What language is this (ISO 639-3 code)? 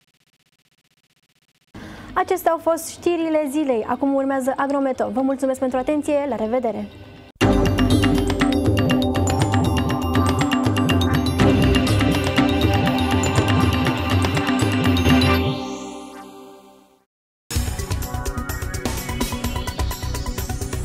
ron